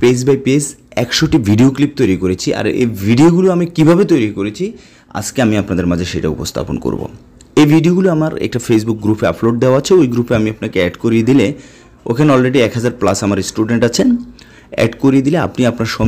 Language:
Bangla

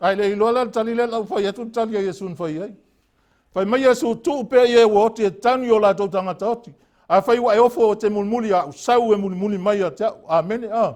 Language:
Samoan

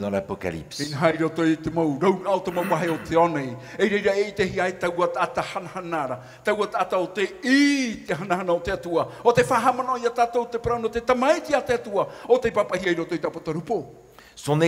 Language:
Tahitian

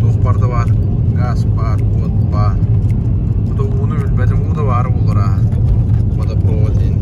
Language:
Yakut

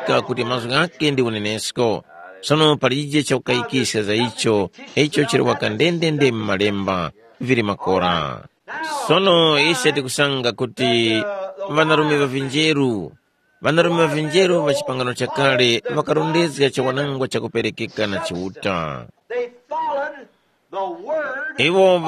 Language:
Tumbuka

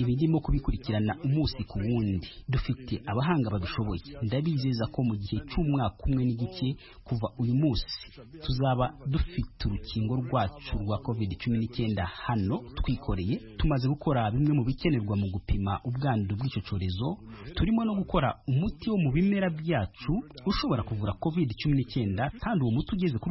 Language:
Kinyarwanda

